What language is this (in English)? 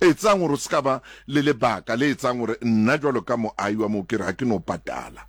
Southern Sotho